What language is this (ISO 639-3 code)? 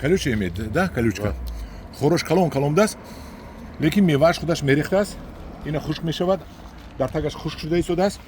tgk